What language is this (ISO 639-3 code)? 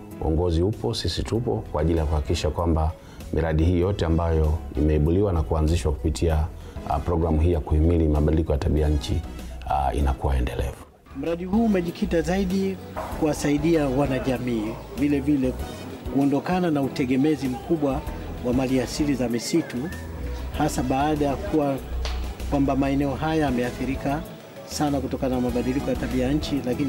swa